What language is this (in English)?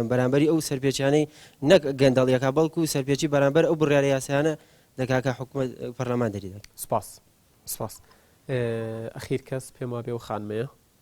Central Kurdish